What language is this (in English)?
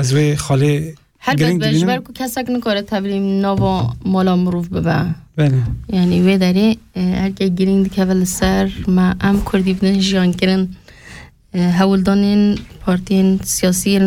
Kurdish